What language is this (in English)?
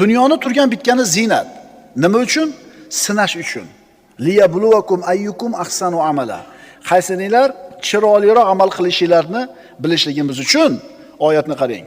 Uzbek